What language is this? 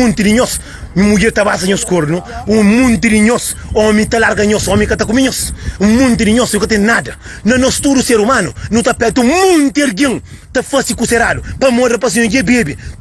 Kabuverdianu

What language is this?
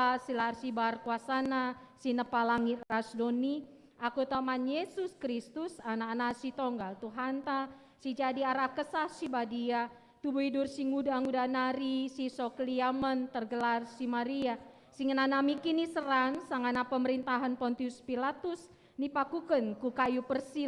Batak Karo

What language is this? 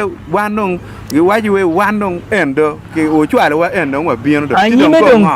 Acoli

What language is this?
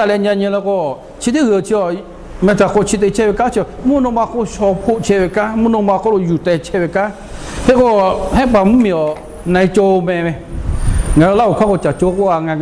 Lahu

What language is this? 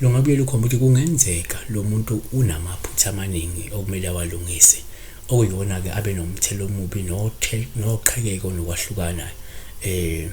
Zulu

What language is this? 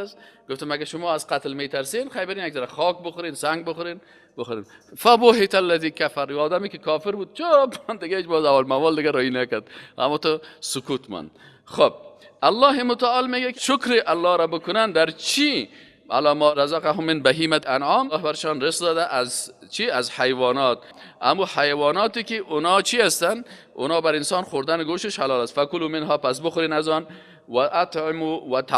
Persian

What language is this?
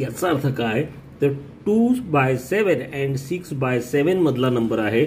Marathi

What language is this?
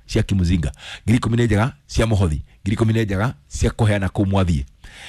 Kikuyu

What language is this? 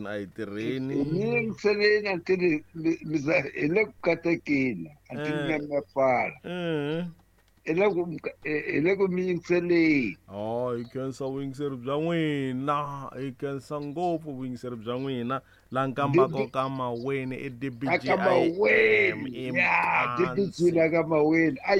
Tsonga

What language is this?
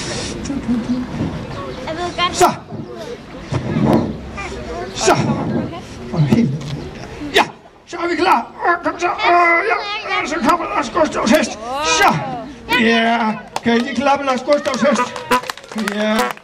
Danish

